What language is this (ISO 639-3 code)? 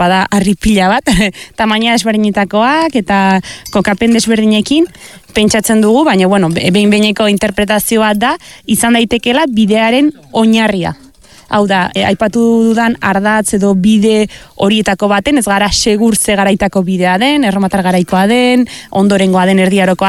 eus